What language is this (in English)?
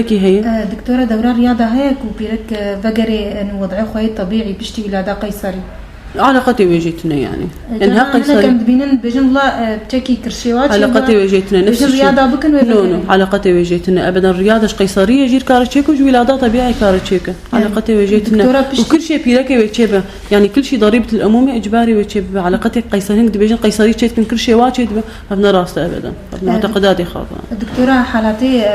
Kurdish